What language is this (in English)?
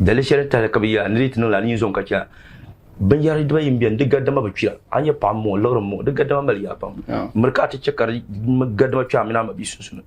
Dagbani